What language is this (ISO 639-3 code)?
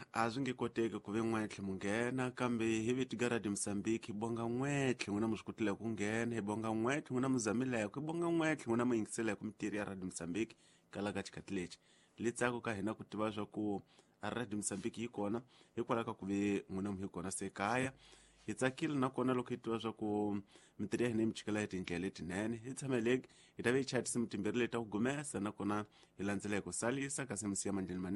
tso